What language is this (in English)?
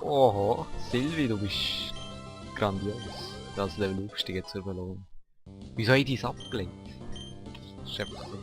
Swiss German